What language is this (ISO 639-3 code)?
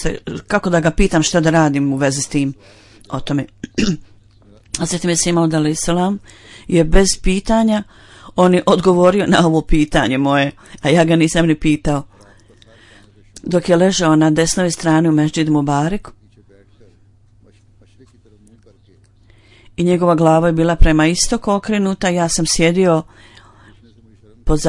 bos